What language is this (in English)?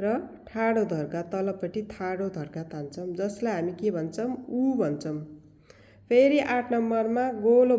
Nepali